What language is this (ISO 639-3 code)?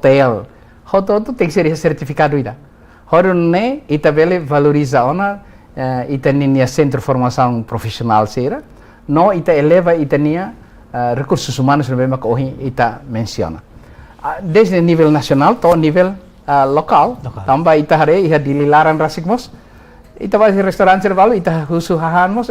tet